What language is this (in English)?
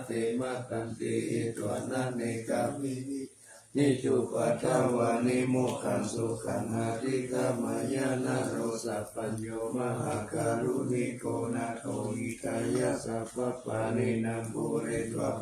Pali